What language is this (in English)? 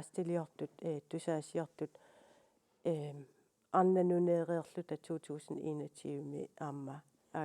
Kalaallisut